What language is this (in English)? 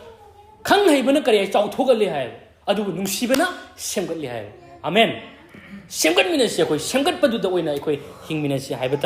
Manipuri